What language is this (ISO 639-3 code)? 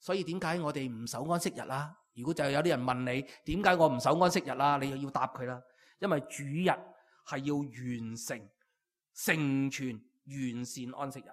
yue